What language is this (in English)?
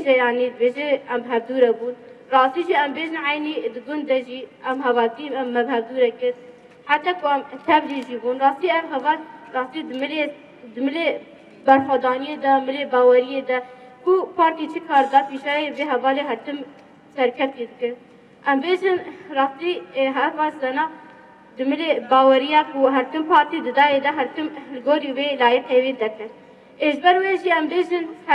Kurdish